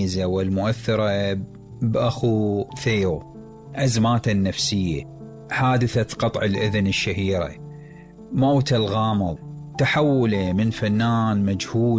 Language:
Mesopotamian Arabic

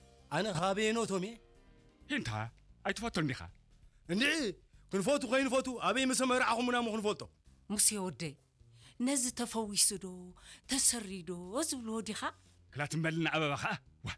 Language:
Tigrinya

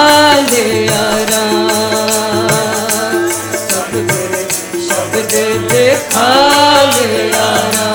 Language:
Hindi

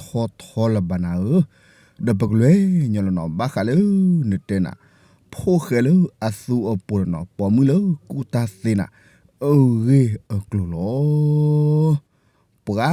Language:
S'gaw Karen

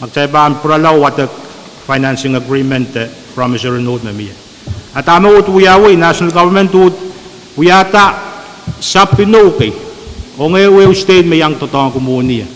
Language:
Pohnpeian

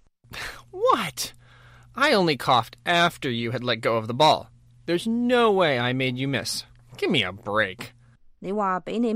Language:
Cantonese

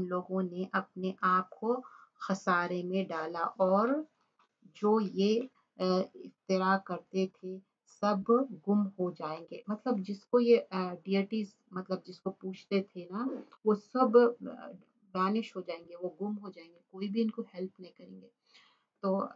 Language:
Urdu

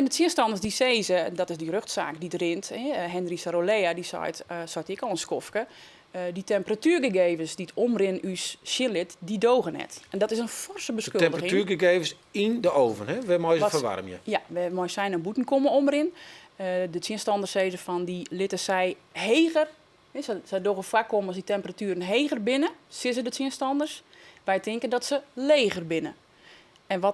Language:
Western Frisian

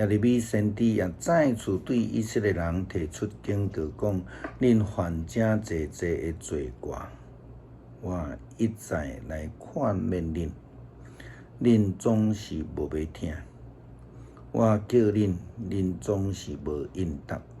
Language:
Min Nan Chinese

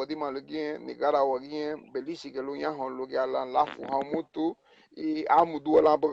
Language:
Garifuna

